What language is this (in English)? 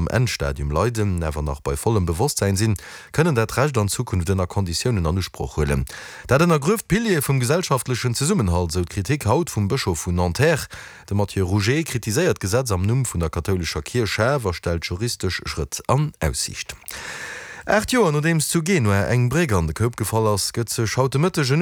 Luxembourgish